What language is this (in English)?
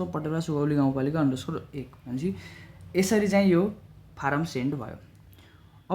Nepali